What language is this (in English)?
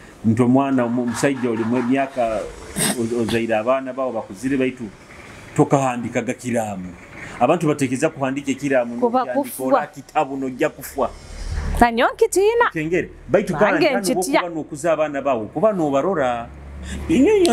Nyoro